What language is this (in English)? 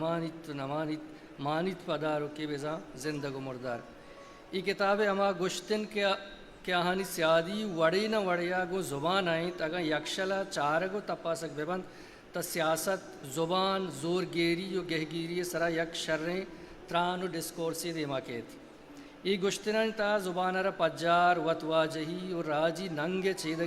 Eastern Balochi